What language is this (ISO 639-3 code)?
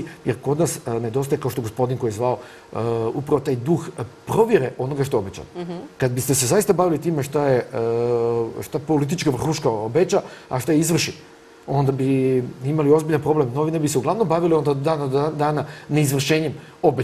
srp